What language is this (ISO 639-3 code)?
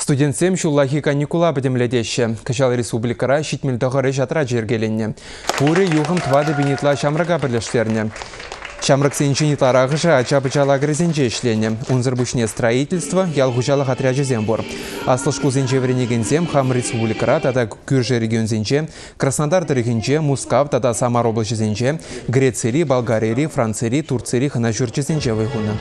chv